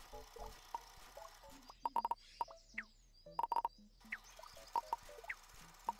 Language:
Turkish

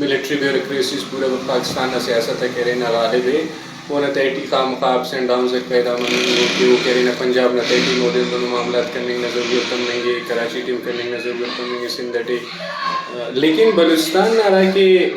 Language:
Brahui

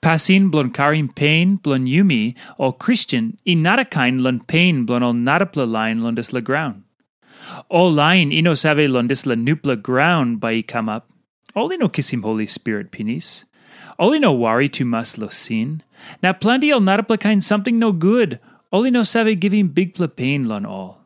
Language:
Tok Pisin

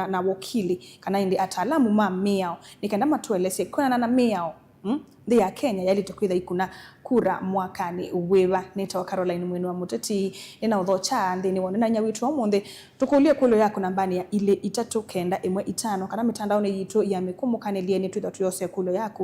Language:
Kamba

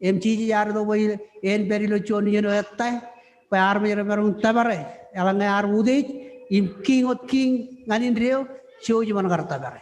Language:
Marshallese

